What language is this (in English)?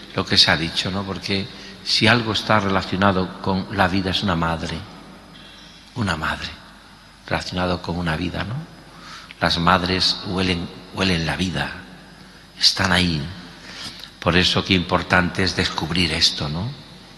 Spanish